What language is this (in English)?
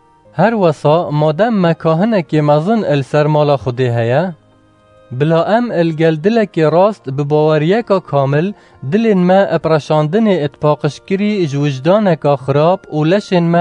Kurdish